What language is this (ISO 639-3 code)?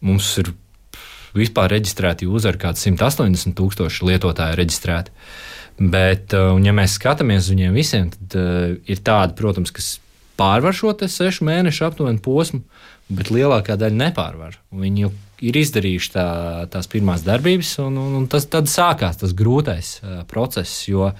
lav